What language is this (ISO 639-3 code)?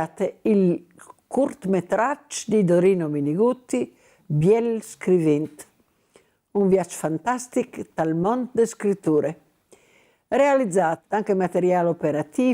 fur